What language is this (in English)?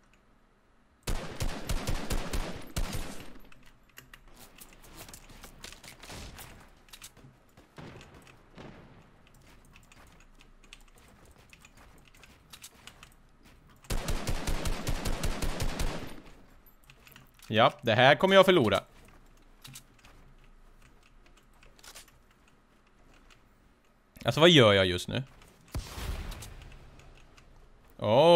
Swedish